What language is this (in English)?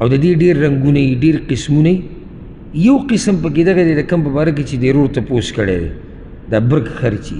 Pashto